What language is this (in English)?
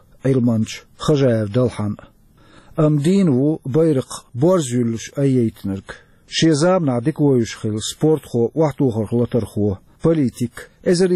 Chechen